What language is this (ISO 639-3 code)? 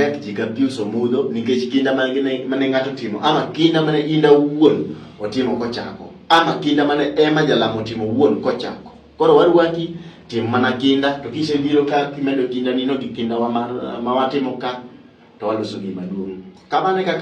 luo